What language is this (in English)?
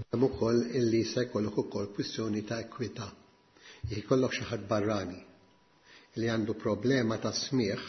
Maltese